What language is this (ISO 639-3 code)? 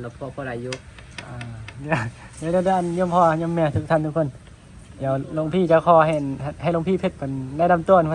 tts